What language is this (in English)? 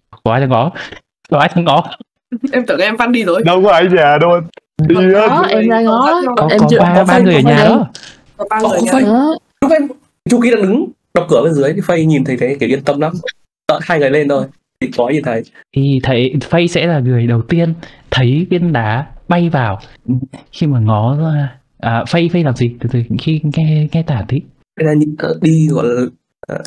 Vietnamese